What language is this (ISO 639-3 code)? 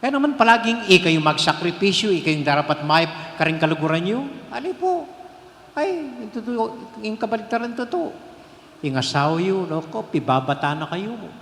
pam